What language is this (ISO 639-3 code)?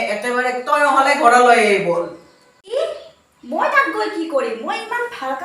asm